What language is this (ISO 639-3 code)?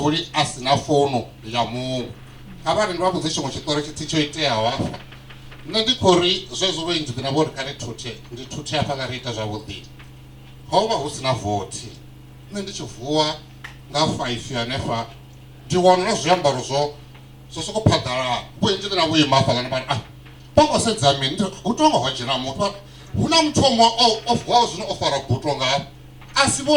ven